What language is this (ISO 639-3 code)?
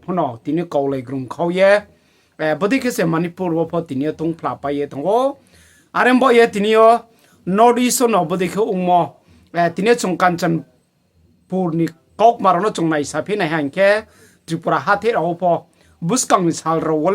ria